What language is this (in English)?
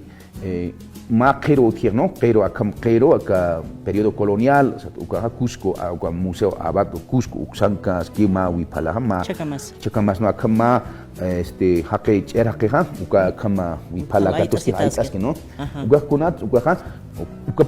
Aymara